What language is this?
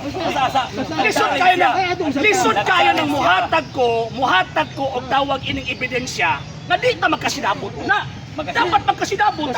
Cebuano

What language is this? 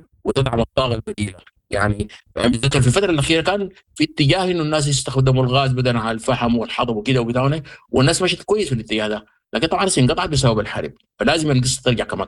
Sudanese Arabic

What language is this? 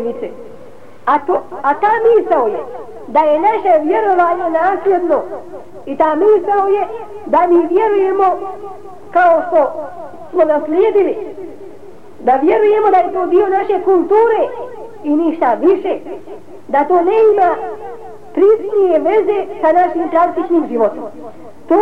Bosnian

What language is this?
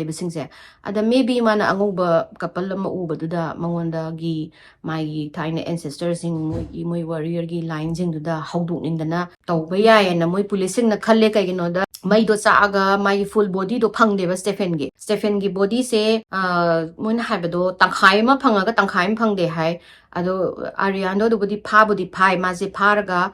Manipuri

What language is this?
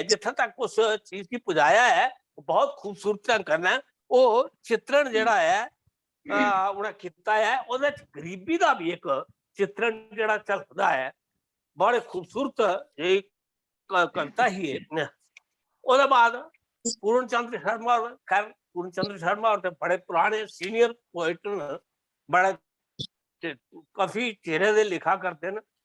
Dogri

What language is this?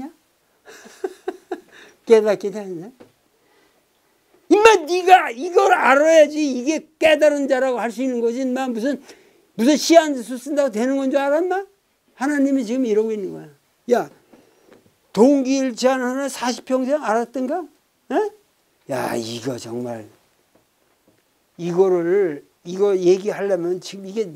Korean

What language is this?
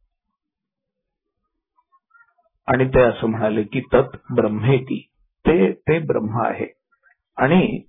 Marathi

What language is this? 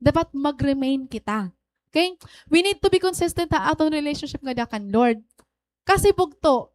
Waray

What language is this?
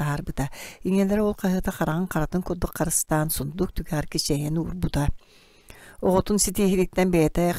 Yakut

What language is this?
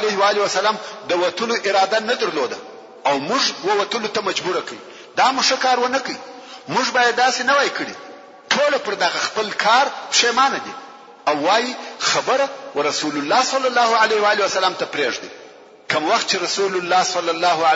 Pashto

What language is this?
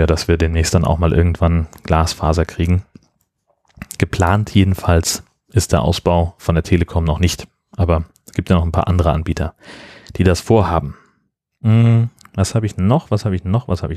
German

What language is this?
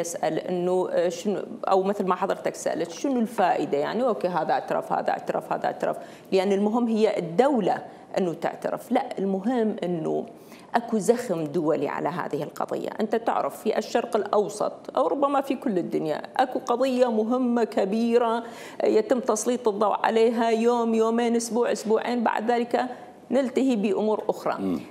Mesopotamian Arabic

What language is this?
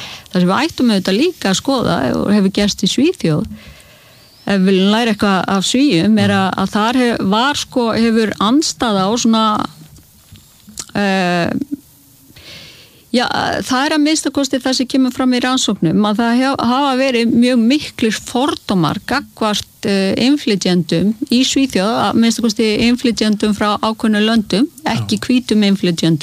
Icelandic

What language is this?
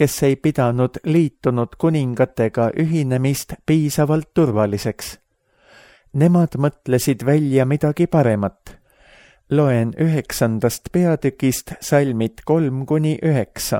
Estonian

